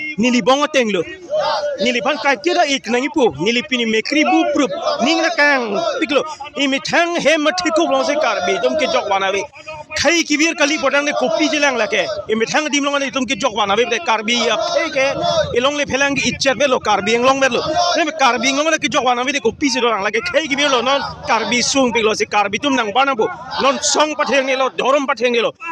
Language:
Karbi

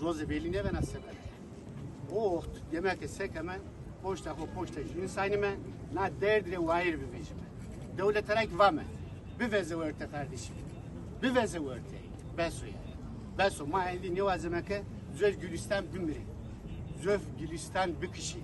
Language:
Zaza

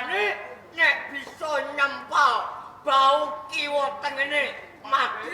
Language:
Javanese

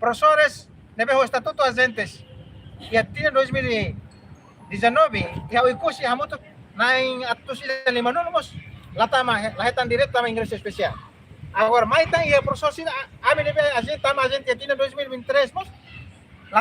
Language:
Tetum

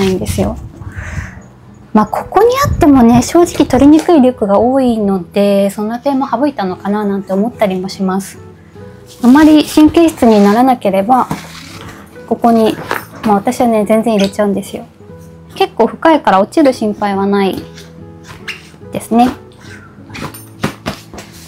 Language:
Japanese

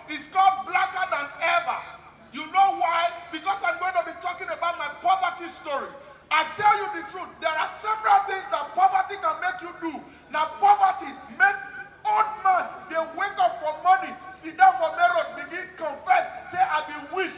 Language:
Nigerian Pidgin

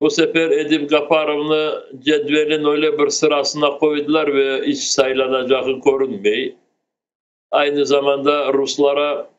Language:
Crimean Tatar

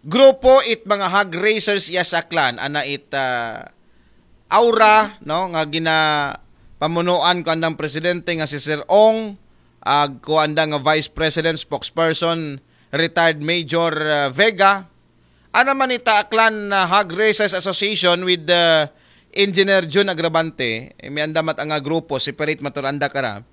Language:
Aklanon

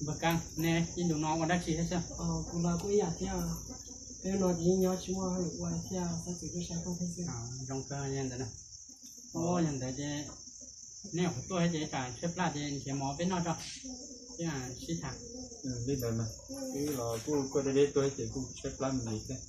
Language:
Hmong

